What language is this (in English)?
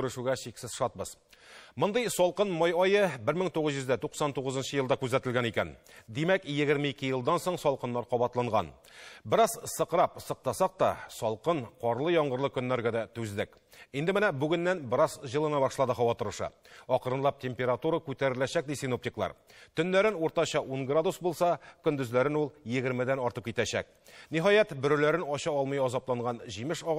Tatar